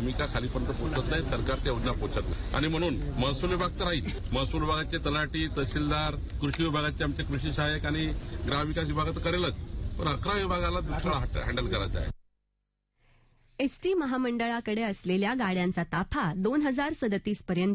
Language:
Marathi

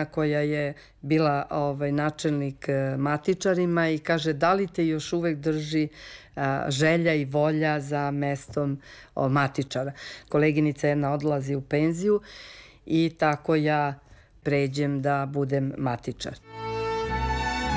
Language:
Serbian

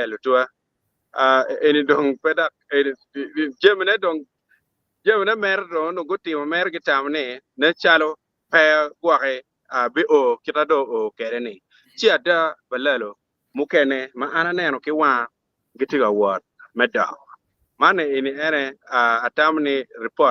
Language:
Acoli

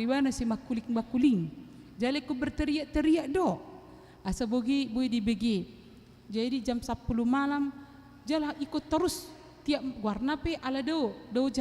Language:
Batak Toba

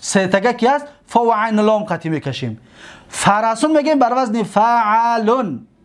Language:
Tajik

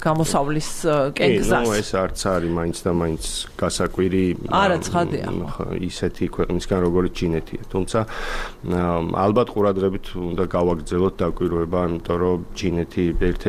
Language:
Georgian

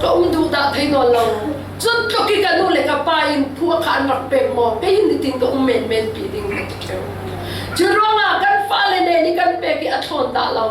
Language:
Falam Chin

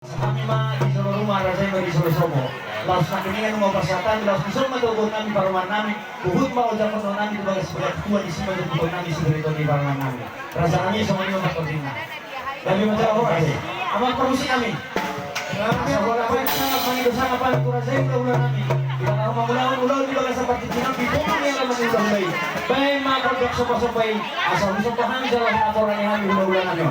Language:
Batak Toba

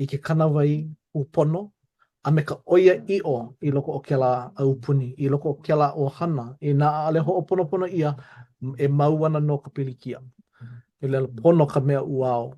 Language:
Hawaiian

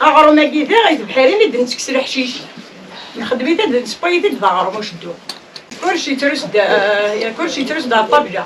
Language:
Kabyle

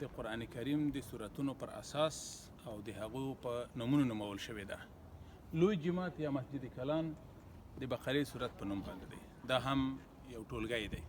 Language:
Pashto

